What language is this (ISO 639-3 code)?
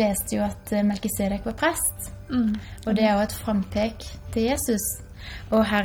nor